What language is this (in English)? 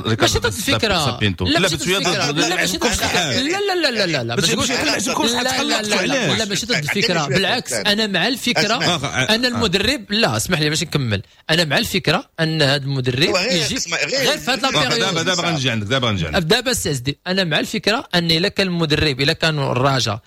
Moroccan Arabic